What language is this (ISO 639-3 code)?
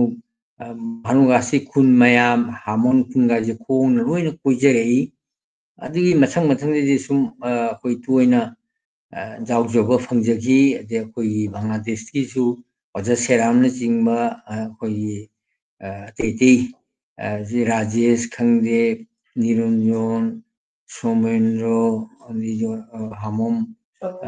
mni